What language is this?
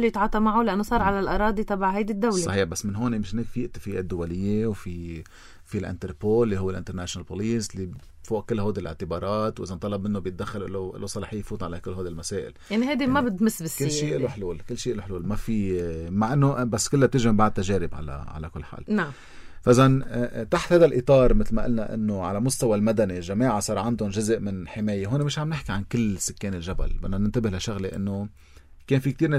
North Levantine Arabic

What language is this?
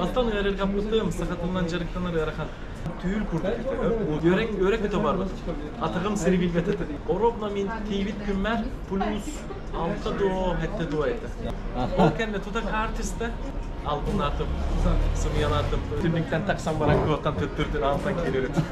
Yakut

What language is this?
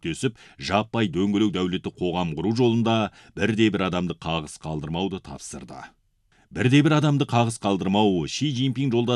Kazakh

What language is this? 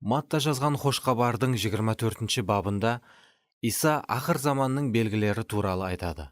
Kara-Kalpak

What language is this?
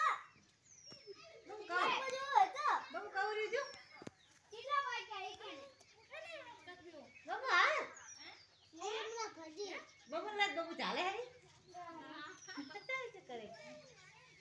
Gujarati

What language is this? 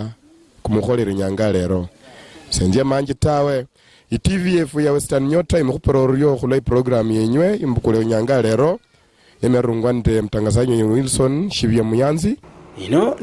Luyia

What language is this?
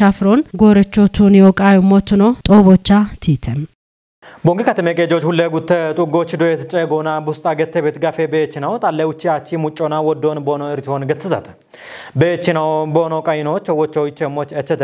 Kafa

